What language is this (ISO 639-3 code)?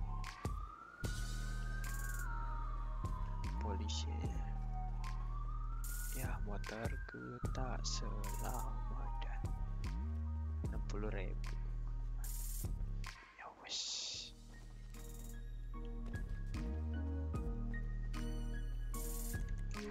ind